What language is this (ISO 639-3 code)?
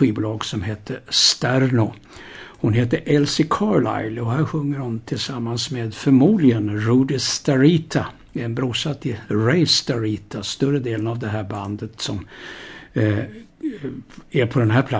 swe